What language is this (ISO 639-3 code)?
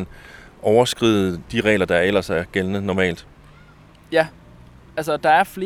dan